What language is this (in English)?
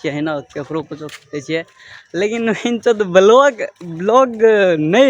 Maithili